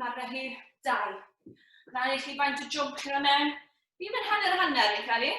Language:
Welsh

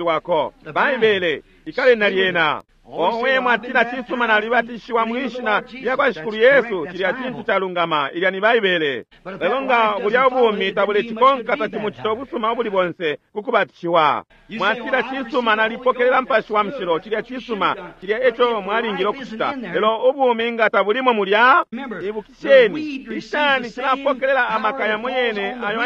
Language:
Bemba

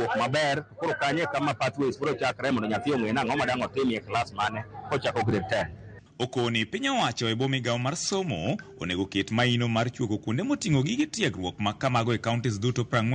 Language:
Luo (Kenya and Tanzania)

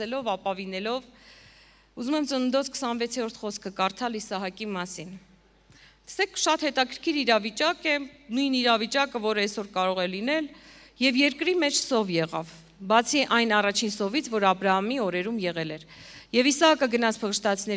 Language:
Armenian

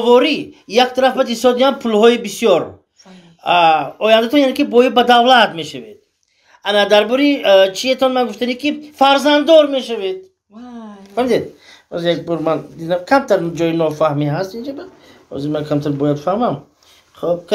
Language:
Tajik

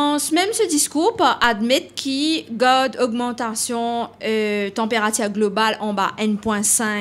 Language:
Morisyen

